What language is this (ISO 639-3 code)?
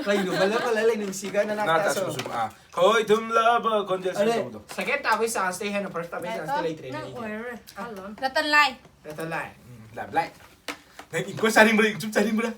mni